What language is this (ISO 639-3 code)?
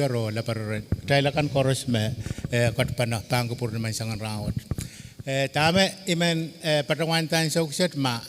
pon